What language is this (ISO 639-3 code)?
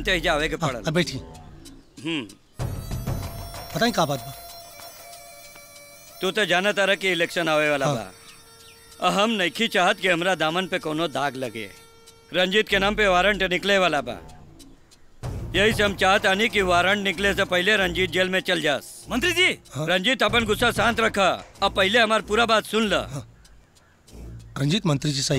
bho